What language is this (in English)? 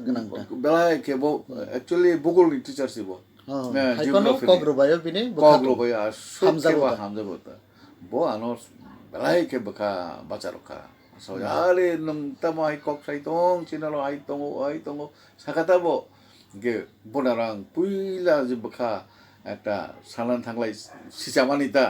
Kok Borok